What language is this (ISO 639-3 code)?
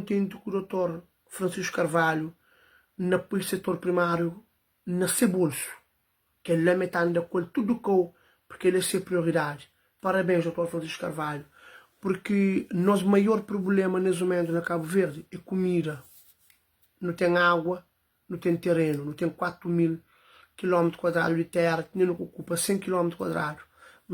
kea